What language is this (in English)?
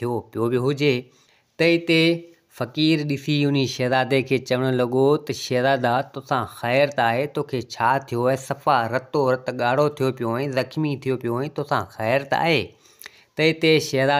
Sindhi